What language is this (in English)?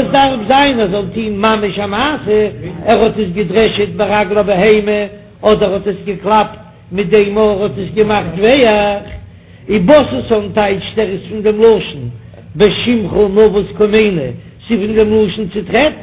Yiddish